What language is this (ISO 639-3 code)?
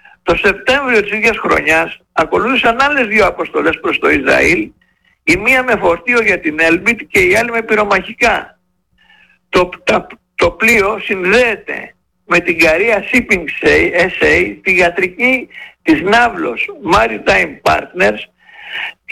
ell